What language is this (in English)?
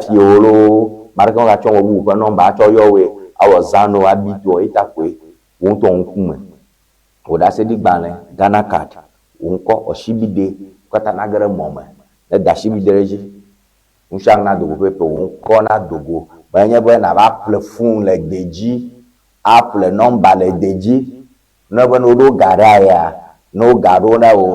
Ewe